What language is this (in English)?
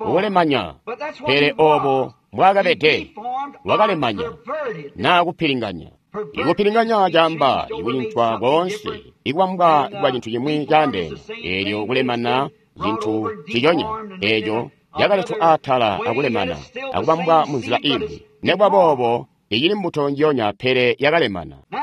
Tonga (Zambia)